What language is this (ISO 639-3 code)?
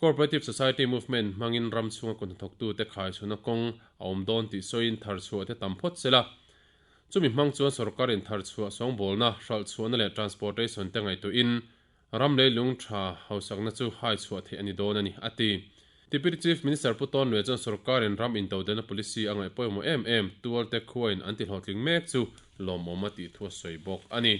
lus